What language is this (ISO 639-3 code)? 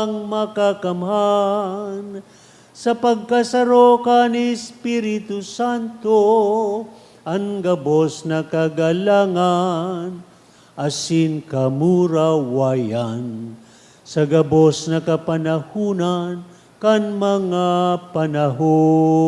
bik